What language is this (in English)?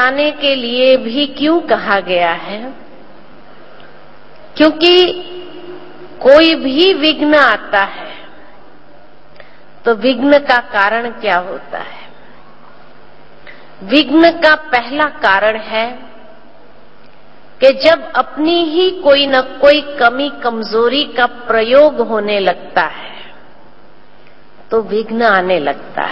Hindi